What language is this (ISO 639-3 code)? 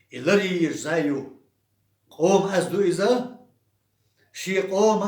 che